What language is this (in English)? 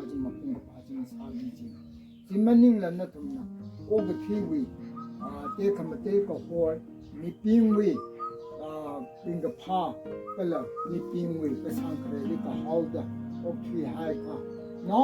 Tangkhul Naga (India)